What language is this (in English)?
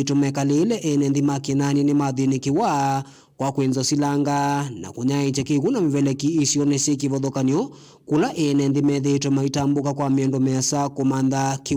Kamba